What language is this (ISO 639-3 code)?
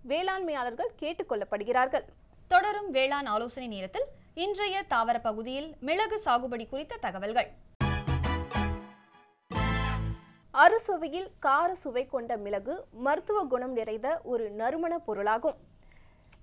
tam